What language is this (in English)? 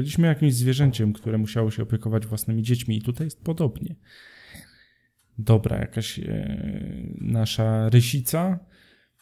Polish